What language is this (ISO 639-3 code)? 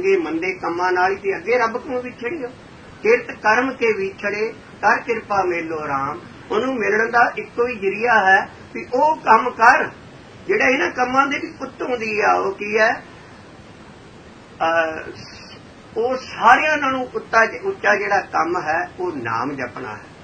pan